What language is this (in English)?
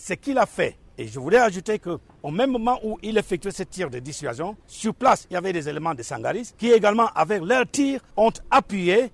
French